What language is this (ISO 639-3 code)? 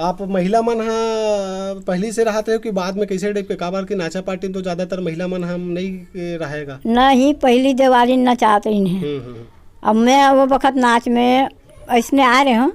hne